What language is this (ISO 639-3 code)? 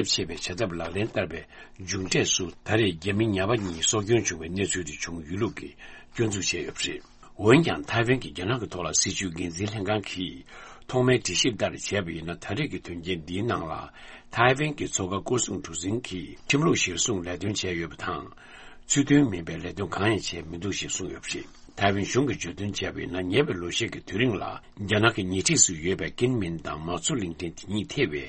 bod